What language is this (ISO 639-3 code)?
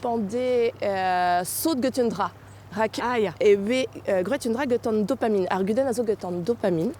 bre